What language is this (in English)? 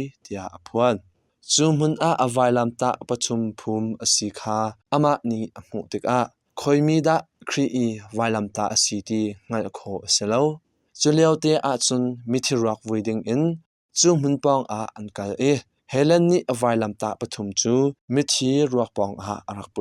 Hakha Chin